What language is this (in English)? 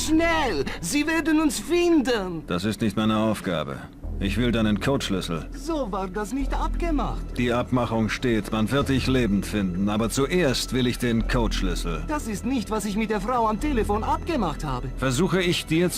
Bavarian